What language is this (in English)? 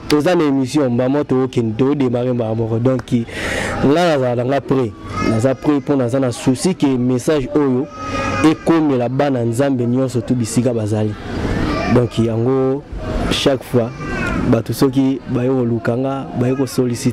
Lingala